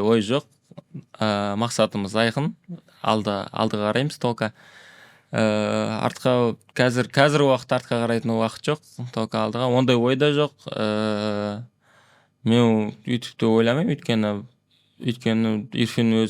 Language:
Kazakh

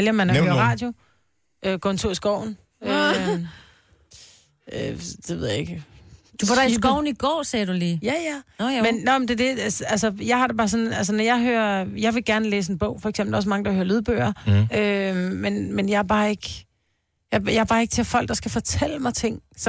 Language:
Danish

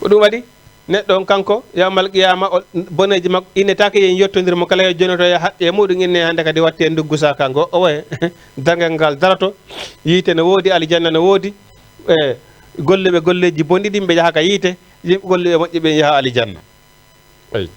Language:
Fula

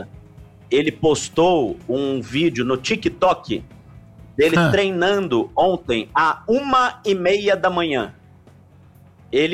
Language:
Portuguese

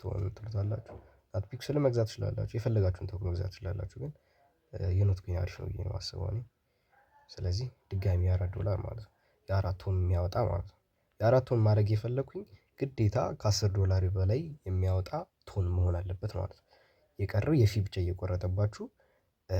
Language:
Amharic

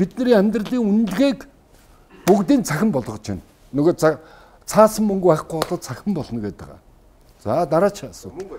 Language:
Mongolian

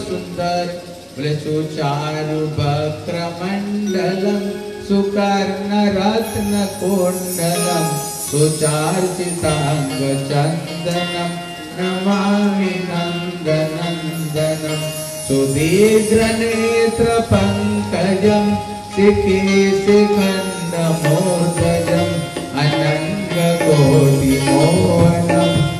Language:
Bangla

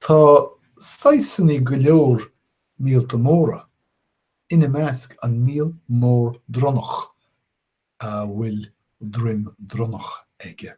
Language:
Irish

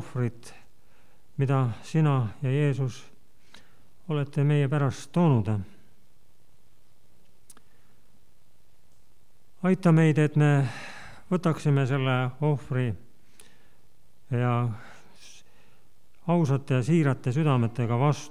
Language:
Estonian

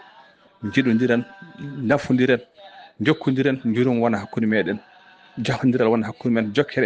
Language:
Fula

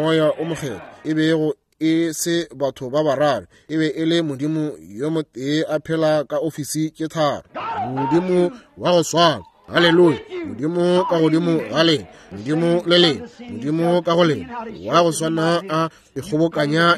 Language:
Northern Sotho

